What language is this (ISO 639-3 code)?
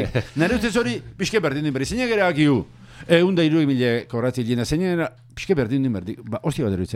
eus